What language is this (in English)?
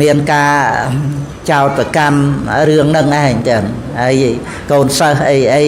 Khmer